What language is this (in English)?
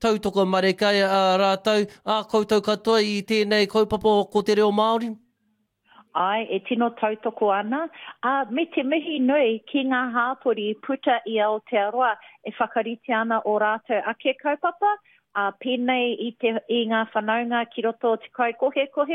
Māori